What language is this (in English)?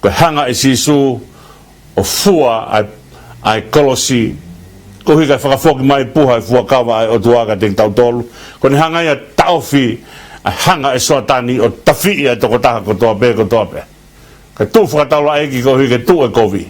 Tongan